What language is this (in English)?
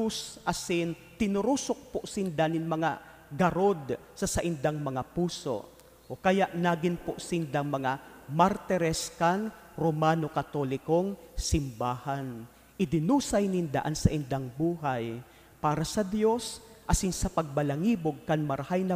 Bikol